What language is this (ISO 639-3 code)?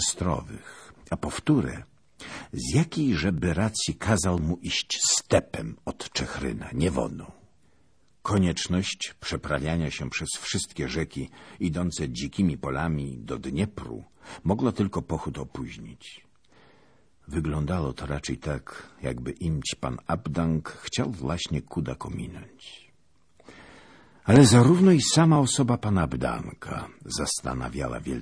pol